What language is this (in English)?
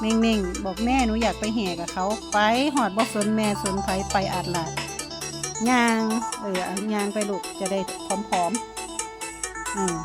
Northeastern Thai